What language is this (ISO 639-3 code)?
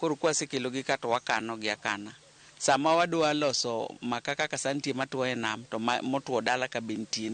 luo